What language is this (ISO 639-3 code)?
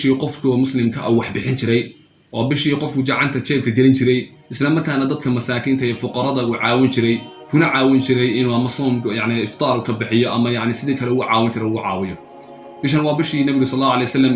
som